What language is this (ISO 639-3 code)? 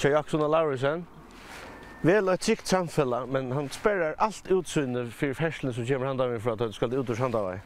fao